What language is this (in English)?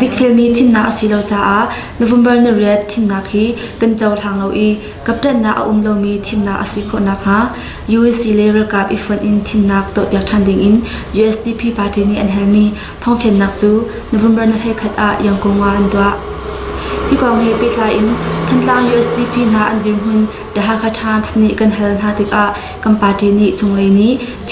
Hakha Chin